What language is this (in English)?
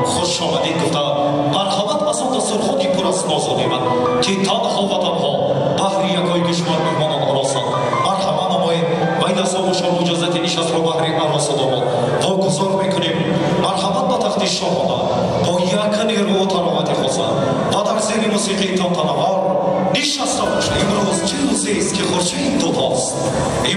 Tajik